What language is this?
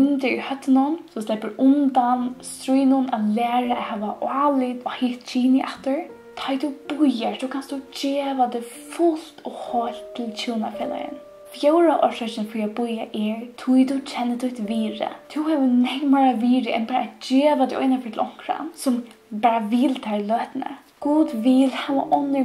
Faroese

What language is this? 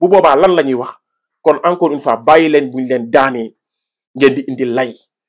Wolof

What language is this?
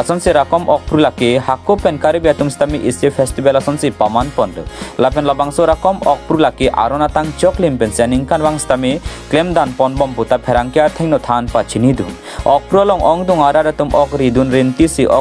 Karbi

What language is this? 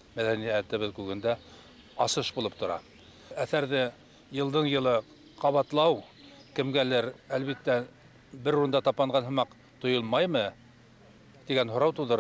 Bashkir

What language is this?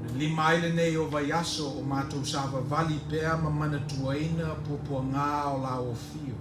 Samoan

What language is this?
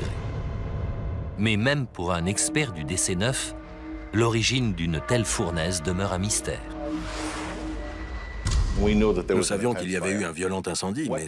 French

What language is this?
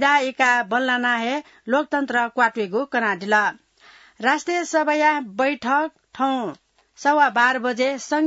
Newari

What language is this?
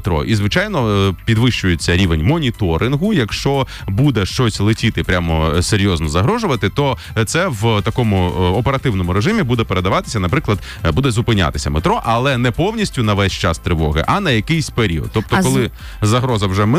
Ukrainian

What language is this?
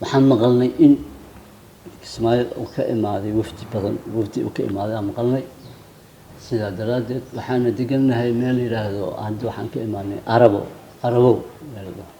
Somali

